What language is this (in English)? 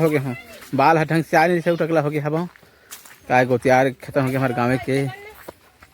Chhattisgarhi